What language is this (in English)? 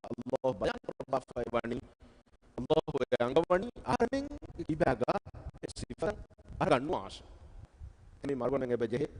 Divehi